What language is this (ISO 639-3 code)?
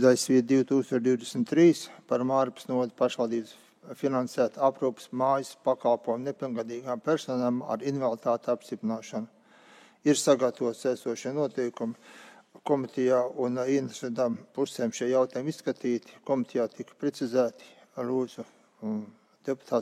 lav